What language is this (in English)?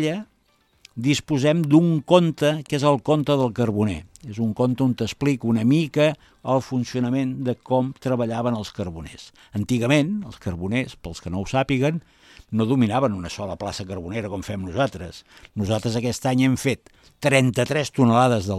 Catalan